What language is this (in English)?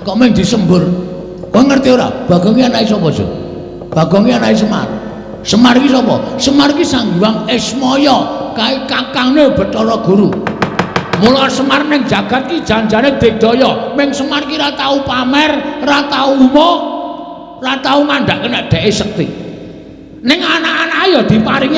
Javanese